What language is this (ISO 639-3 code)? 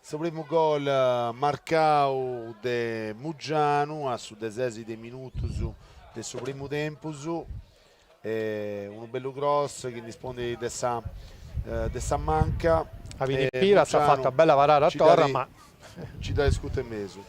srd